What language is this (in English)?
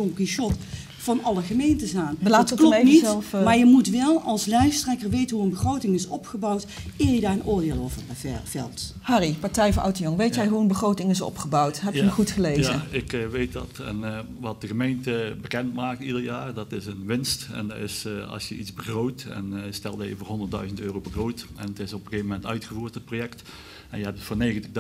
Dutch